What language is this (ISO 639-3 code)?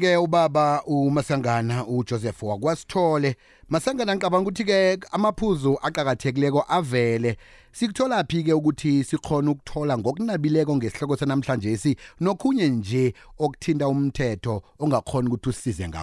nbl